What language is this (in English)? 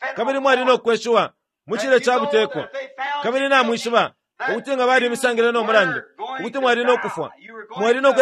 Bemba